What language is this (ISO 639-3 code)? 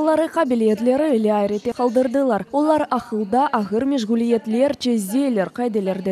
crh